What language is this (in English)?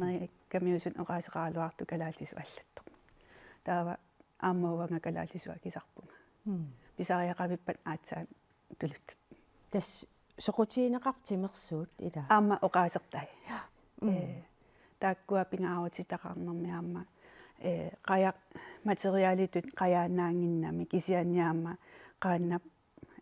Kalaallisut